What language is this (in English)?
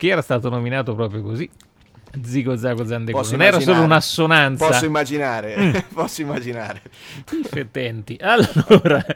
Italian